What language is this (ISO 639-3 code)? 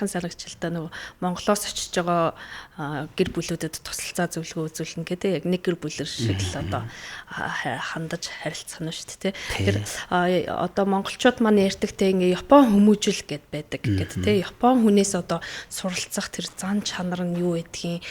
mon